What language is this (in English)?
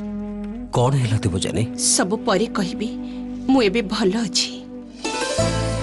Odia